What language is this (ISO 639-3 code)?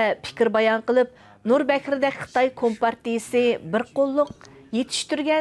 uig